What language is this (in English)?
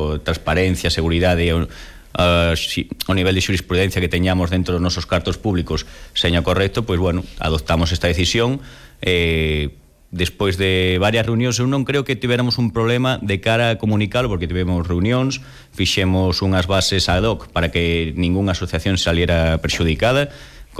Galician